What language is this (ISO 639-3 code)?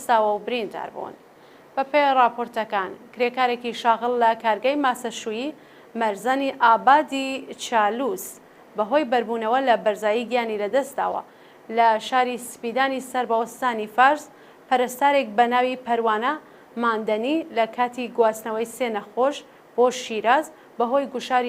ckb